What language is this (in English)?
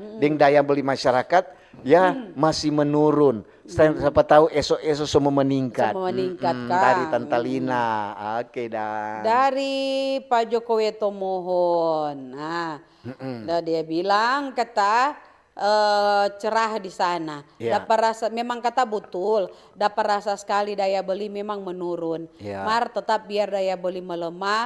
Manado Malay